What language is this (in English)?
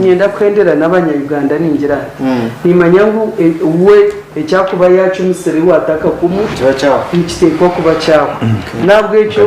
Nyankole